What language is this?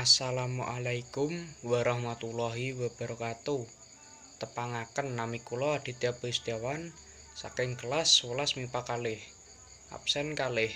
Javanese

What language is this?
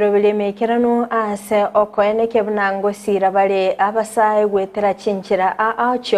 Gusii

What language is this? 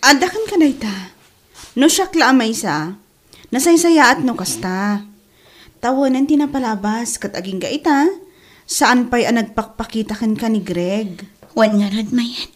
Iloko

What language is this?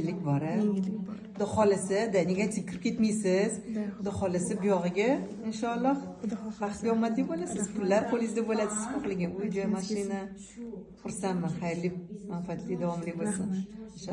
Uzbek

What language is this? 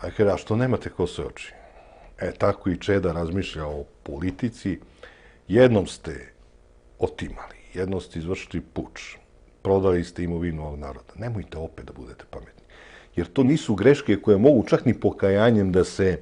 Serbian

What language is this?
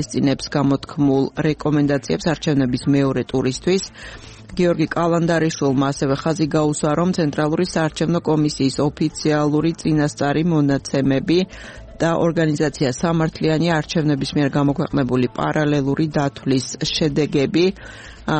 Georgian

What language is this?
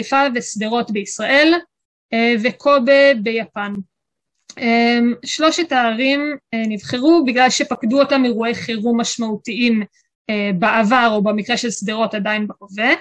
Hebrew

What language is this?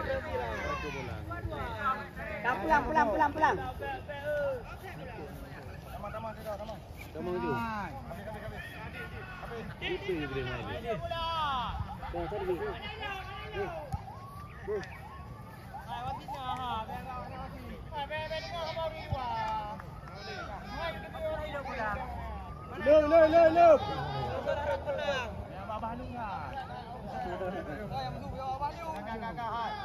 Malay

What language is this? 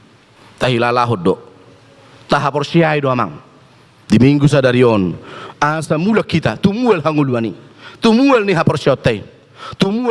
Batak Toba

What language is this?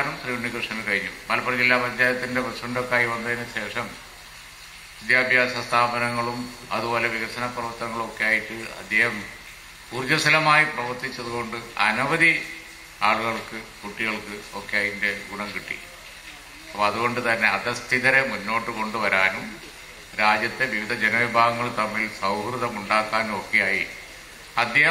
Malayalam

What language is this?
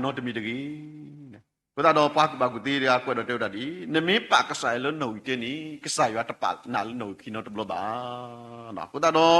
S'gaw Karen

